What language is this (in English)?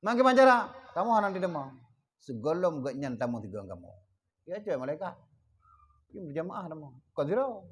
Achinese